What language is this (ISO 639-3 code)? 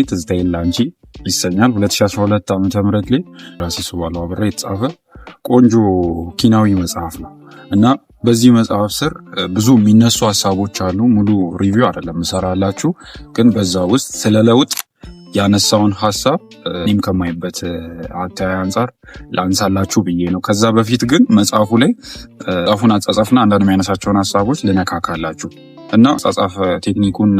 amh